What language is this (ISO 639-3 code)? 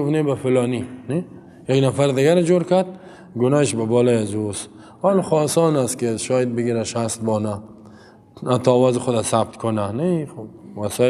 fas